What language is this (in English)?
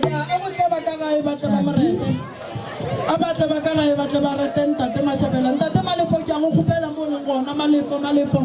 Northern Sotho